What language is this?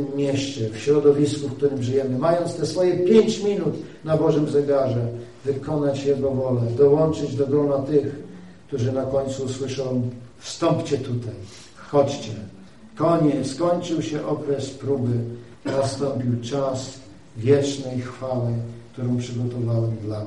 Polish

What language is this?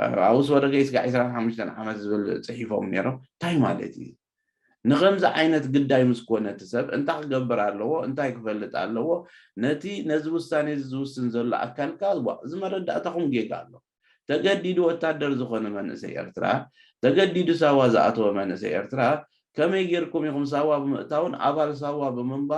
Tigrinya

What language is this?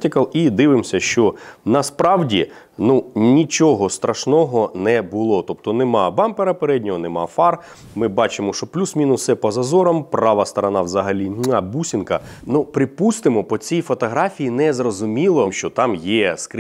Ukrainian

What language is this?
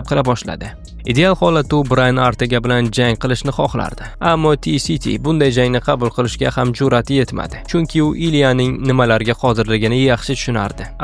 Uzbek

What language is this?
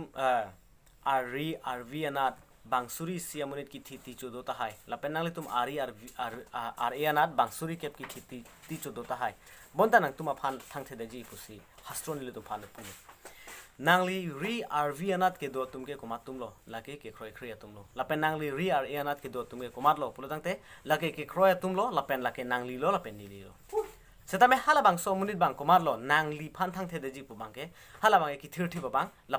Karbi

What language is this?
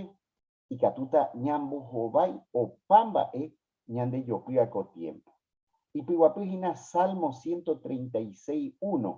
Guarani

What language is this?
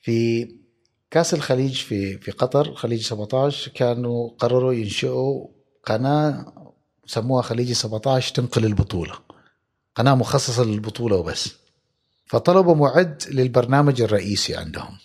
Gulf Arabic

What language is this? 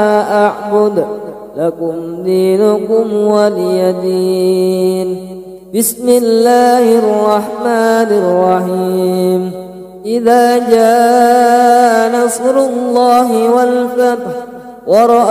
Arabic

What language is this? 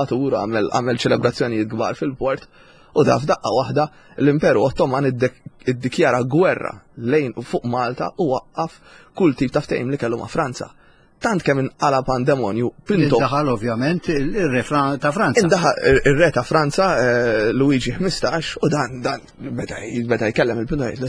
Maltese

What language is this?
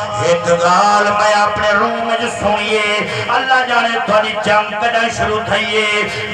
Saraiki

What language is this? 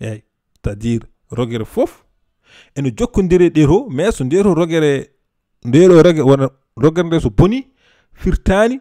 Fula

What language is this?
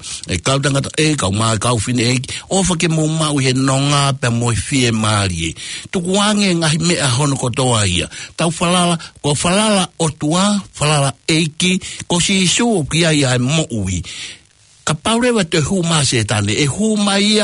Tongan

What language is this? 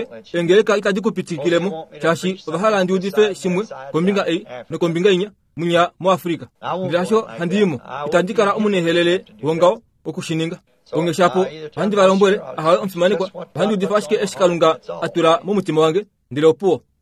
Kuanyama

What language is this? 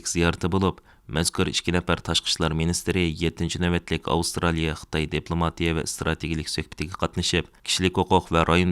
Uyghur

